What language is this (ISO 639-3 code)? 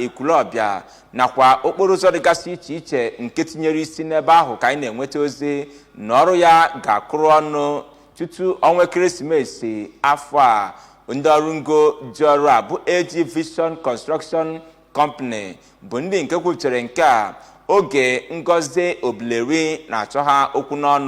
ibo